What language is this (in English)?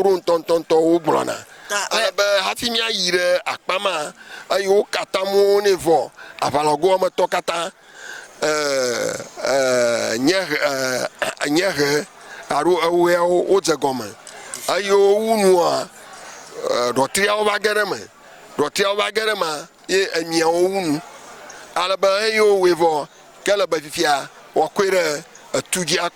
Ewe